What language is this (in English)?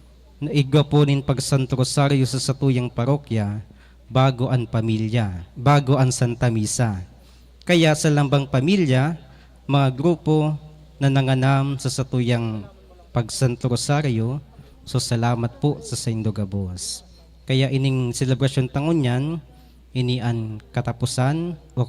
Bikol